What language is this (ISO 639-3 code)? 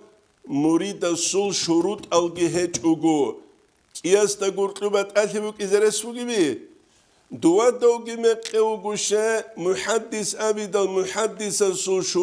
ava